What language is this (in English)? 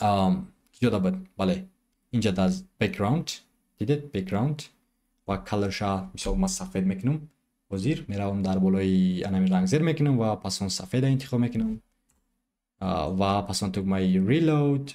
Tajik